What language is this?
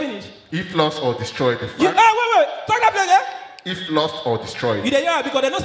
Nigerian Pidgin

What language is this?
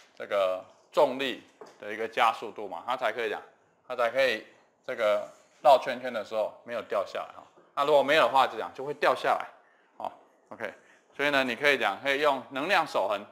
Chinese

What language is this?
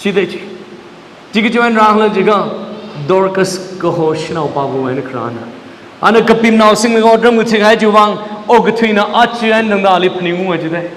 Tangkhul Naga (India)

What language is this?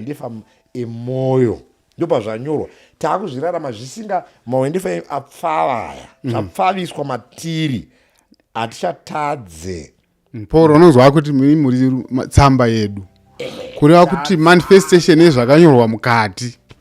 Shona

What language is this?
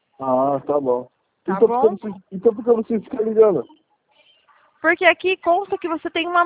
Portuguese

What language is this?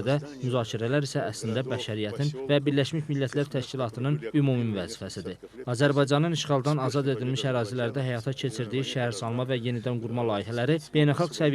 Azerbaijani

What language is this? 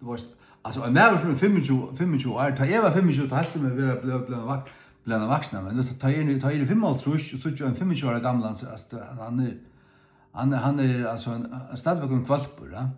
Faroese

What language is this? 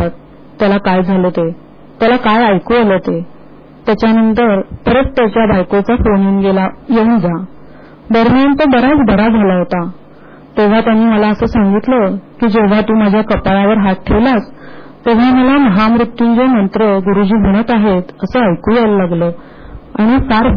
Marathi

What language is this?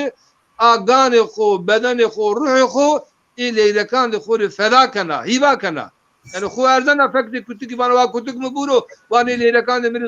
Zaza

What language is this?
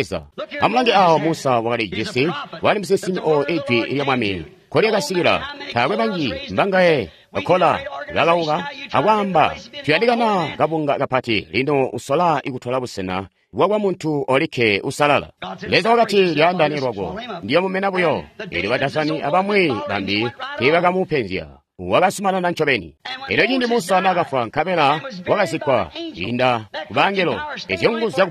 Tonga (Zambia)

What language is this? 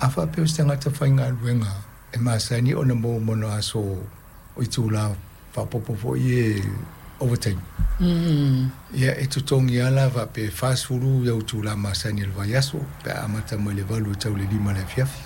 Samoan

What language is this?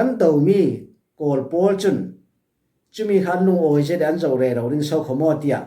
Falam Chin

